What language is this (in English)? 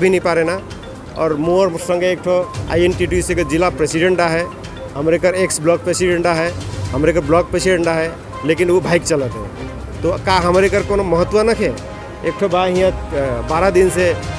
Sadri